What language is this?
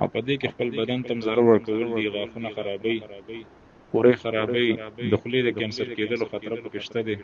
Pashto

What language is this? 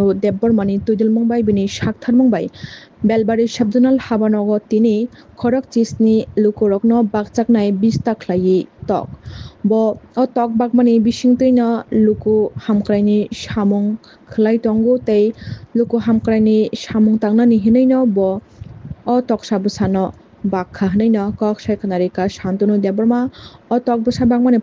Kok Borok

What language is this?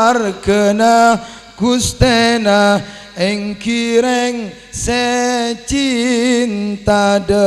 Madurese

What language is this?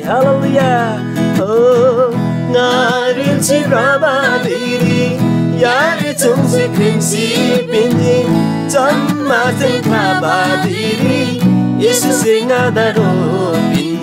Eastern Tamang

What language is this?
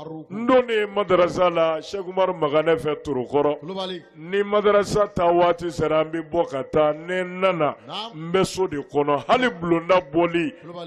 Bambara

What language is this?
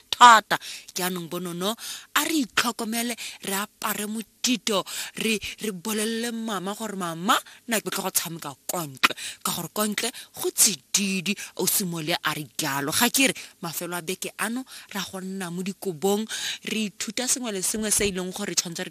Tswana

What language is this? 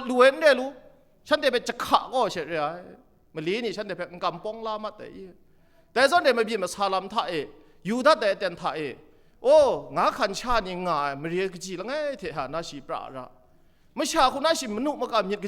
Kachin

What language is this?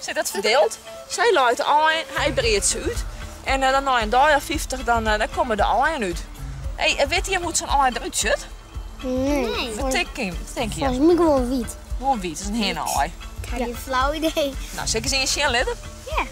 Western Frisian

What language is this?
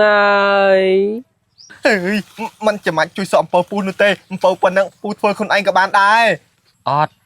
Khmer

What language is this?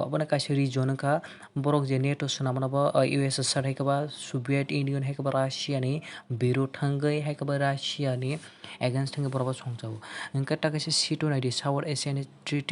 Kok Borok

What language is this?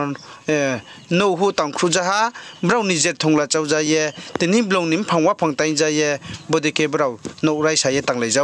Riang (India)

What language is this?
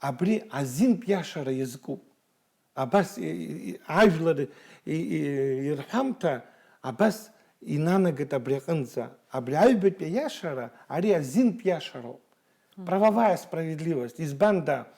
Abkhazian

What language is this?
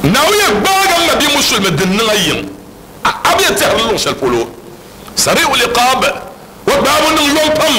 Dagbani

